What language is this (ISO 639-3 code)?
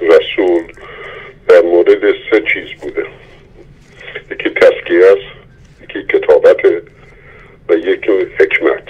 fas